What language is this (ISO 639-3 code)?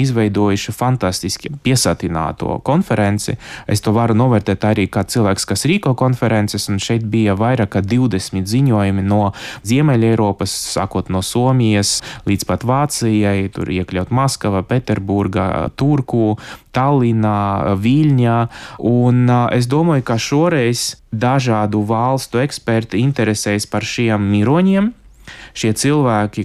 lav